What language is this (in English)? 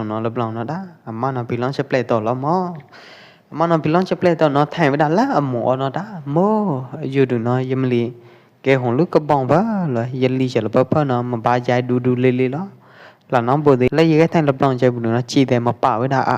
Pwo Eastern Karen